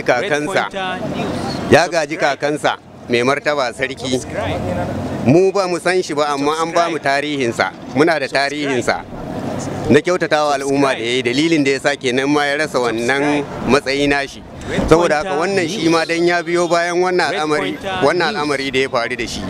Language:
Hausa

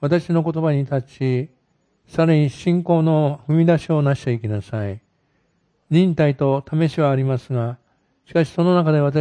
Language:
Japanese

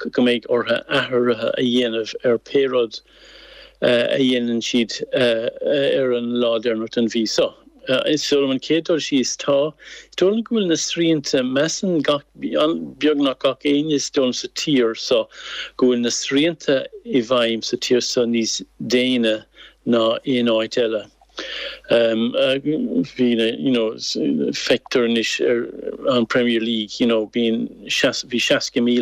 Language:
Irish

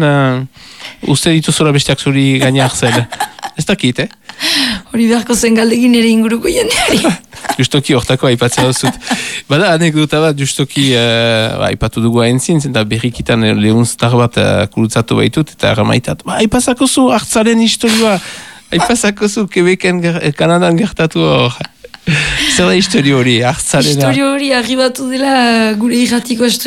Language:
Basque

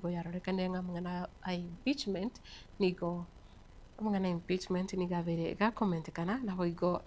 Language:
Gusii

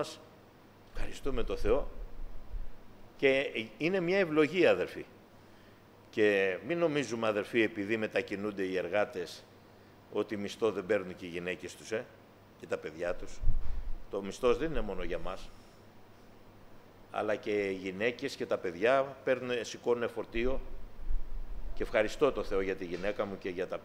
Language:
Greek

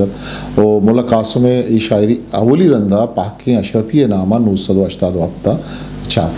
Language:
Eastern Balochi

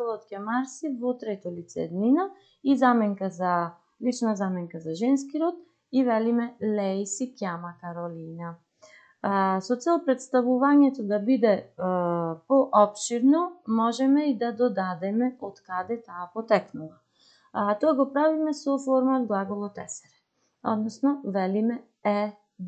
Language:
Macedonian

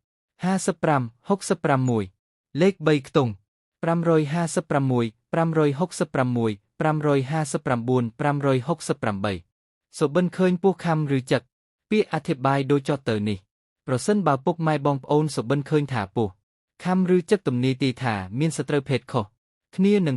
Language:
Khmer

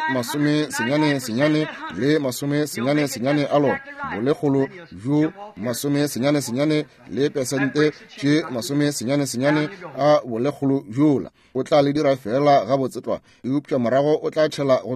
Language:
Northern Sotho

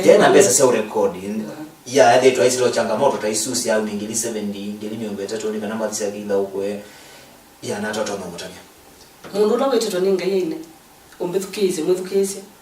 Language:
Kamba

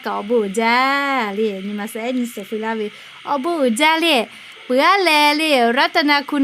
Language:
Lahu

